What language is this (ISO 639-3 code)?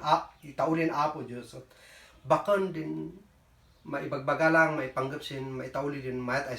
kne